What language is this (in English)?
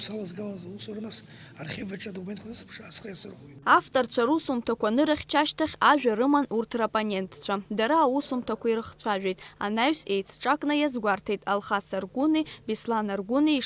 Abkhazian